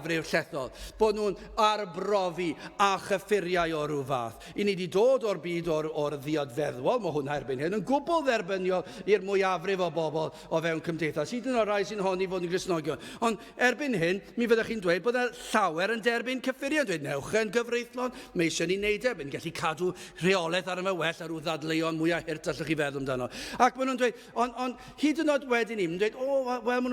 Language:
Welsh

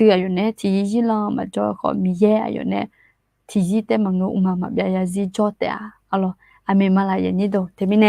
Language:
Akha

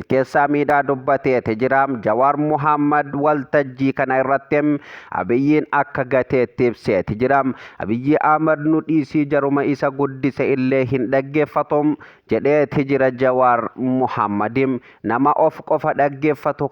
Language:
Oromo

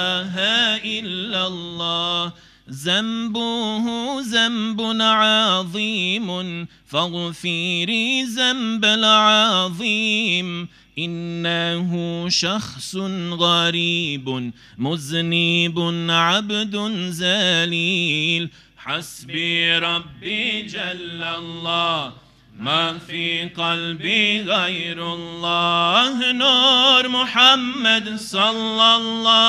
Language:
Bosnian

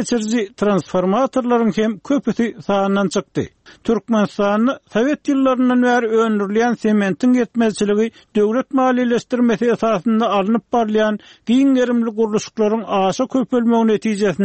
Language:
Turkmen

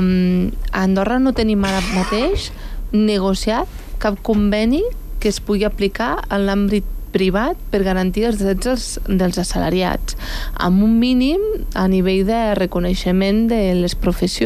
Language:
Catalan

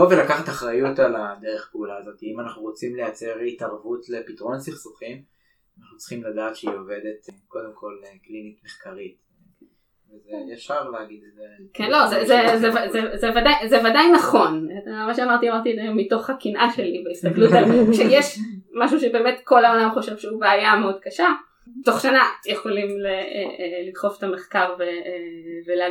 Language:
Hebrew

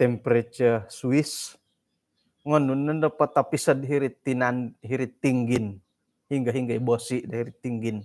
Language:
Central Dusun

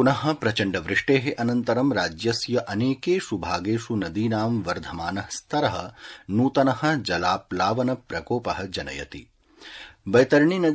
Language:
Sanskrit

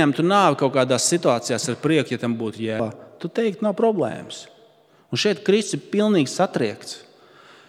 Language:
Latvian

